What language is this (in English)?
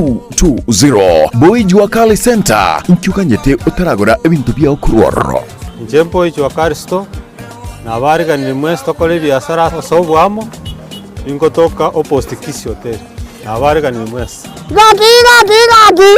Gusii